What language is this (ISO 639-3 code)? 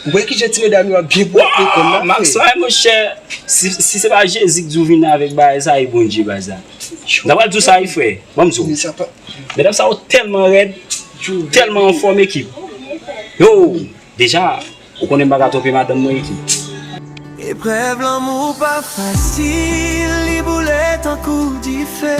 hat